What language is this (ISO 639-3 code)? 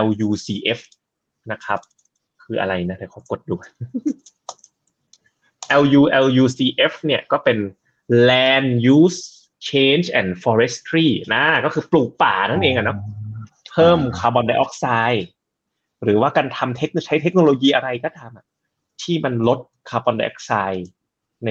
tha